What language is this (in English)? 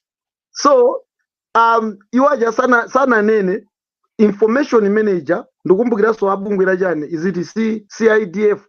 Nyanja